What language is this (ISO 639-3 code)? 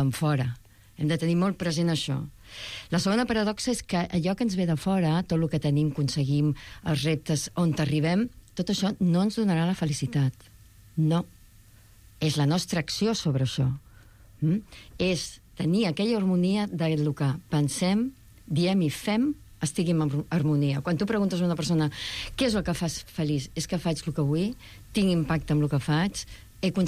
cat